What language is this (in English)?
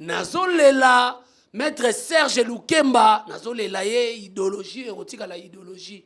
Lingala